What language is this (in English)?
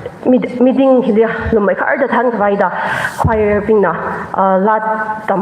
Tangkhul Naga (India)